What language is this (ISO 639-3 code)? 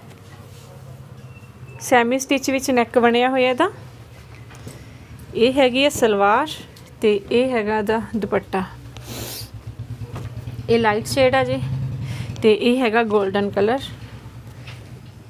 pan